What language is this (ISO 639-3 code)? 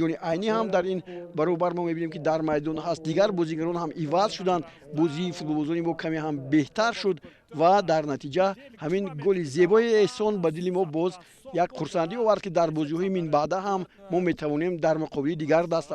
tgk